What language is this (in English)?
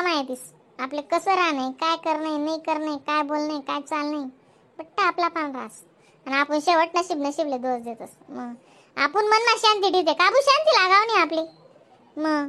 Khandesi